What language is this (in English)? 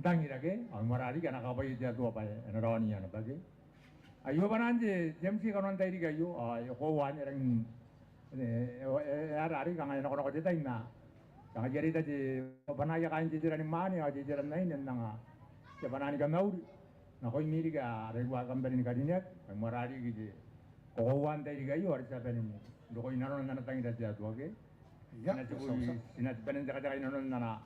Gilbertese